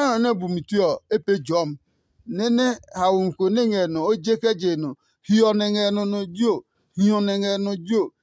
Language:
Adangme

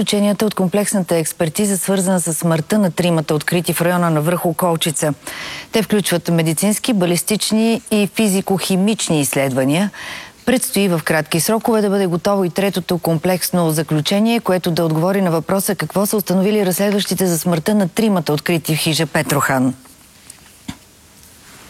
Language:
Bulgarian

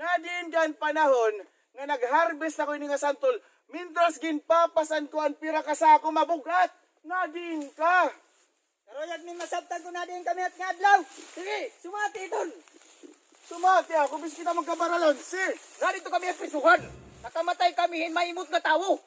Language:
Waray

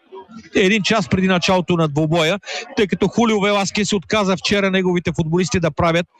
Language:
Bulgarian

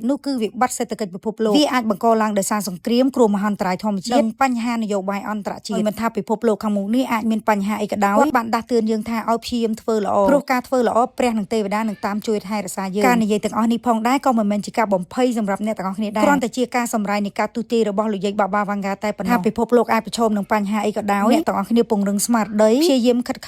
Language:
Khmer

